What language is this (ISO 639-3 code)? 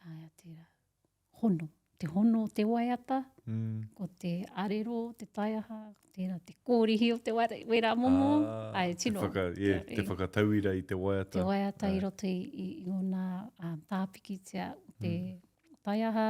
mri